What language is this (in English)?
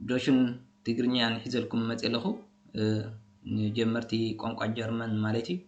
Tigrinya